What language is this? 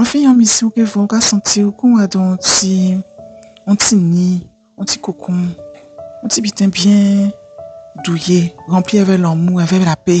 Guadeloupean Creole French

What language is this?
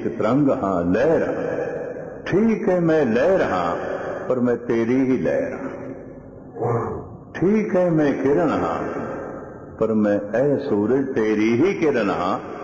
Punjabi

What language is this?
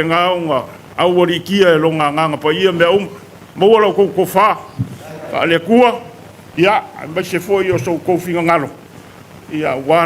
Samoan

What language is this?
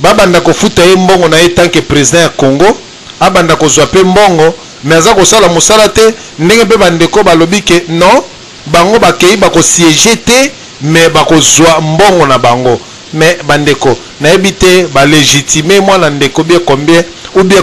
Lingala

